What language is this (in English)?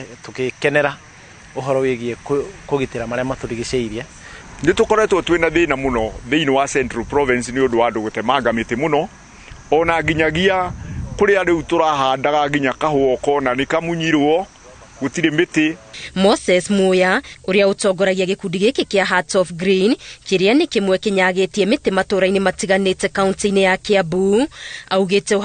Kikuyu